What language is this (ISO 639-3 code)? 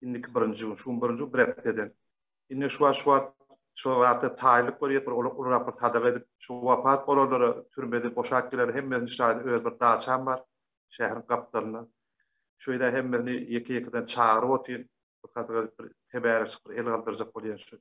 tuk